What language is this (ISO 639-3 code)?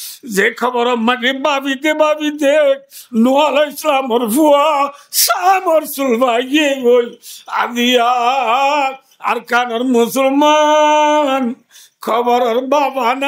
rhg